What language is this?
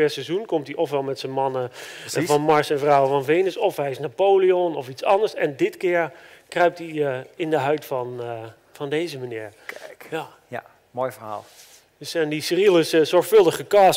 Dutch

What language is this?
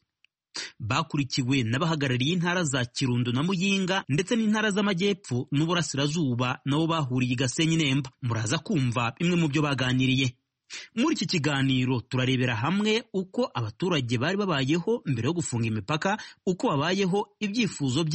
Kinyarwanda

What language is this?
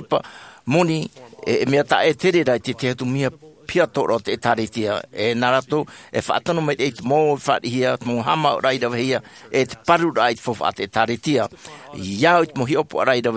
Tahitian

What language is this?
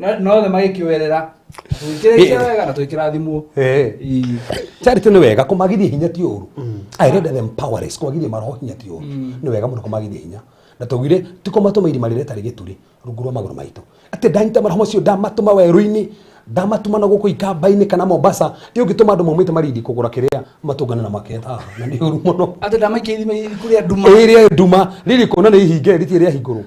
Kikuyu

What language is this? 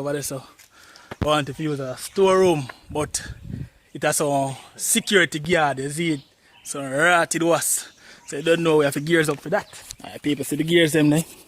Jamaican Creole English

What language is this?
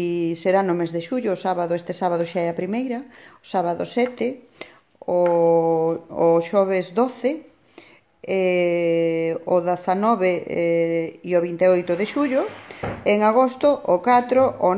Galician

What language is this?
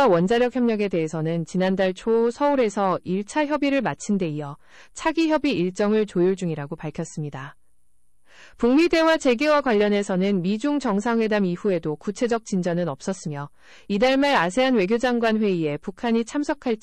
Korean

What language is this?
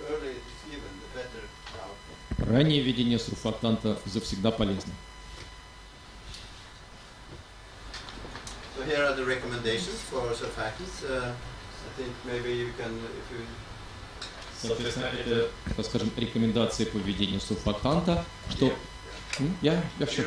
Russian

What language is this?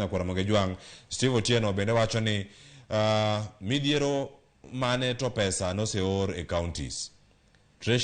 Luo (Kenya and Tanzania)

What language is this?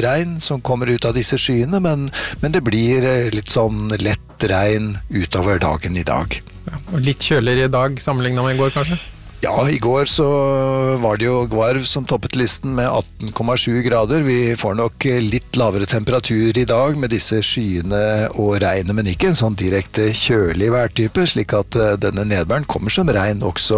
Norwegian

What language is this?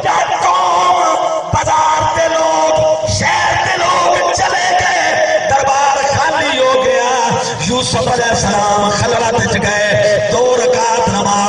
Saraiki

